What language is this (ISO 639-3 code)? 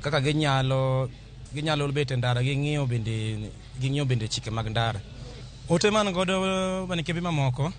luo